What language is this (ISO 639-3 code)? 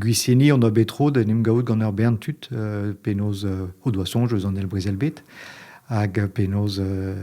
bre